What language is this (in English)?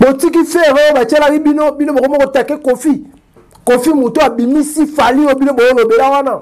Lingala